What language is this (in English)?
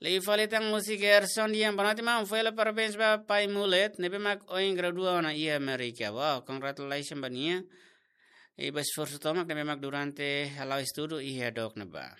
Tetum